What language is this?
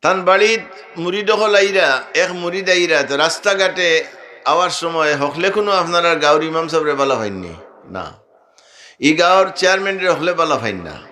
Sylheti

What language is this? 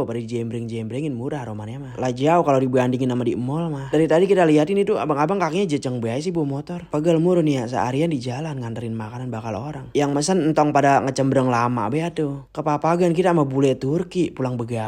Betawi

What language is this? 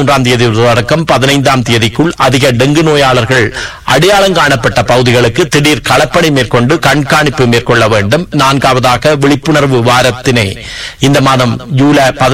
Tamil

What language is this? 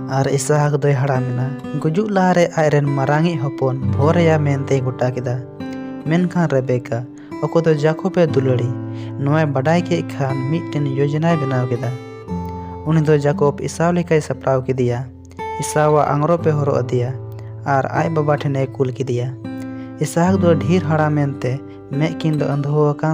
Santali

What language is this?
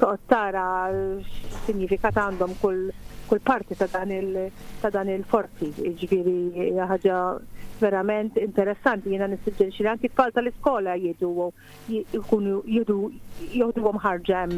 Maltese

